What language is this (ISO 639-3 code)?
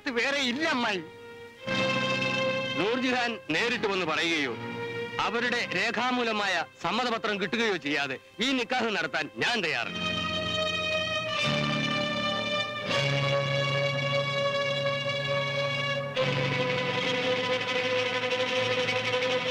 mal